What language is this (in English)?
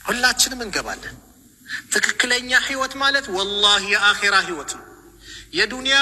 Amharic